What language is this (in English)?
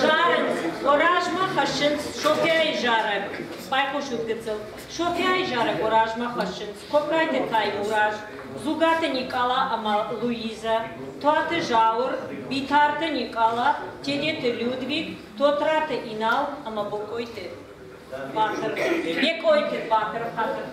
Ossetic